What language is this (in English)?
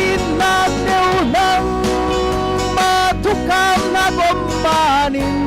Falam Chin